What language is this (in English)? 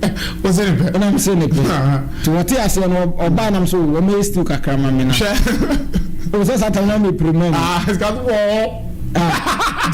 Akan